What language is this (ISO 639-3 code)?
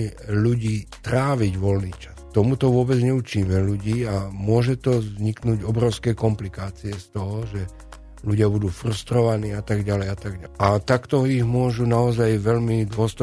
slk